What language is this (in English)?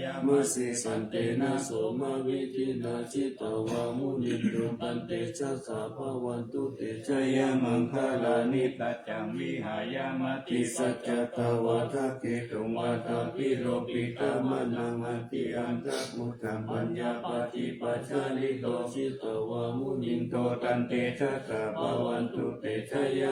Pali